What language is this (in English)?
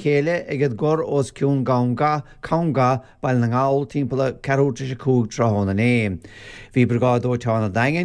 Irish